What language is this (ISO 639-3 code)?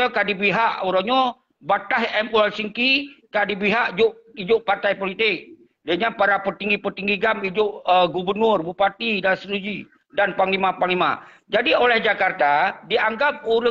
ace